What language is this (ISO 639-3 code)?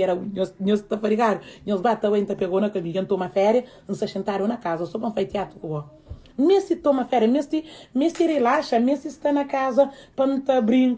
kea